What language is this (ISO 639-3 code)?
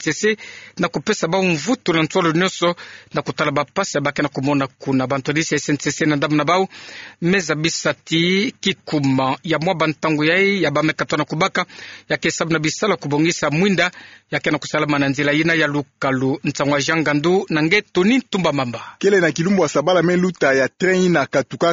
ktu